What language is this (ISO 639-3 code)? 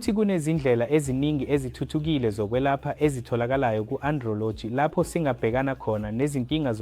zul